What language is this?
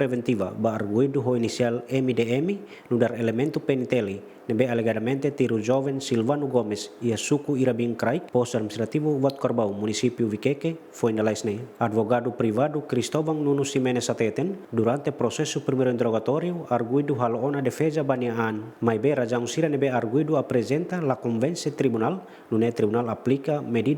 Tetum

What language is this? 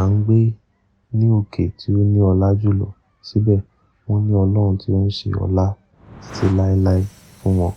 Yoruba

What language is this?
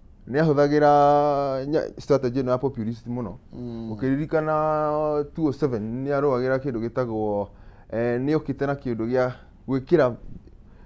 Kikuyu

